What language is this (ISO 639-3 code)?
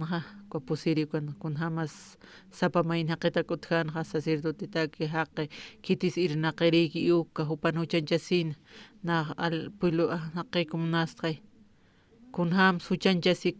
aym